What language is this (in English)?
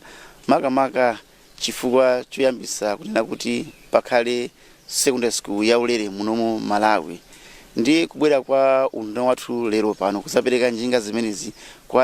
Nyanja